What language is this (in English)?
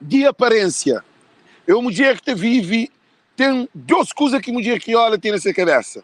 Kabuverdianu